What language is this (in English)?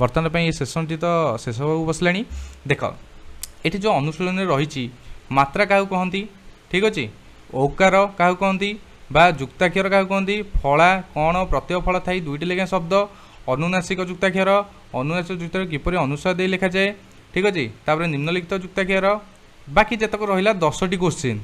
Odia